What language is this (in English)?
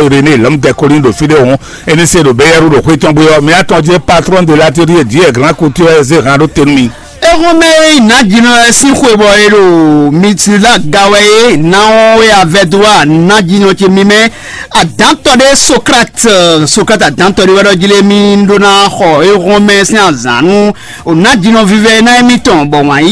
Fon